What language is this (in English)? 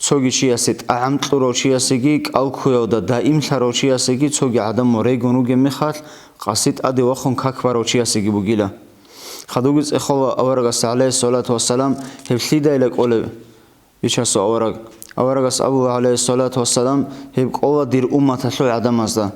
Avaric